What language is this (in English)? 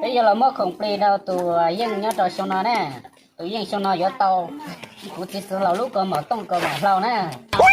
Hmong